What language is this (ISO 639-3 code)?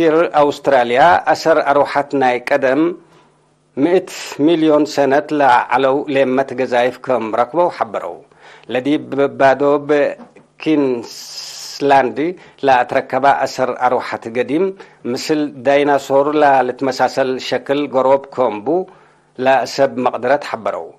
tig